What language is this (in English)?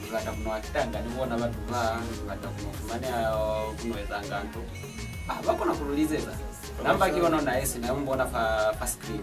Lozi